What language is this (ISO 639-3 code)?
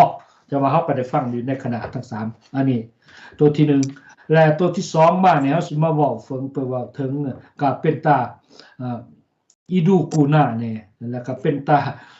lao